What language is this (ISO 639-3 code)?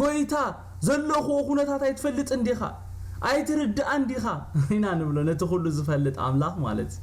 tir